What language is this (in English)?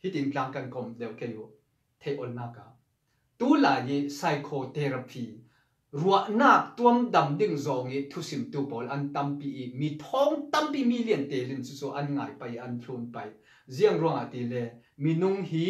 Falam Chin